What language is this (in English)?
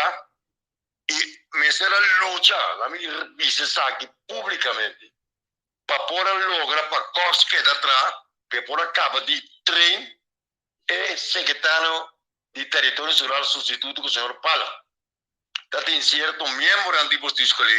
Papiamento